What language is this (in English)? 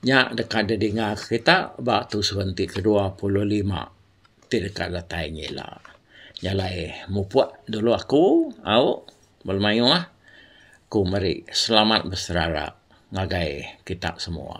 Iban